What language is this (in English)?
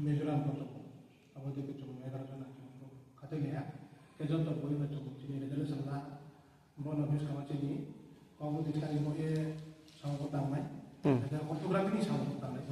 Riang (India)